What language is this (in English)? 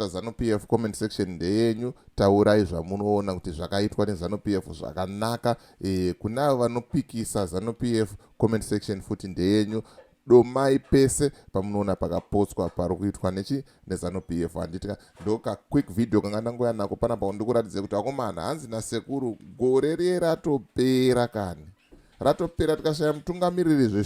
Shona